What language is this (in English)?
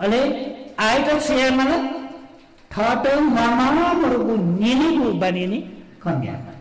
Newari